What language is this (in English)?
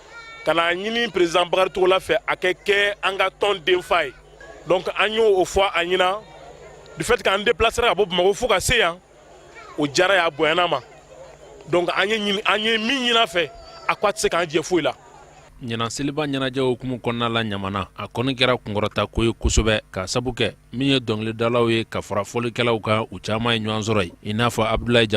Bambara